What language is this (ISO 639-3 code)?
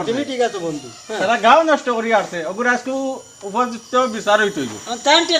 syl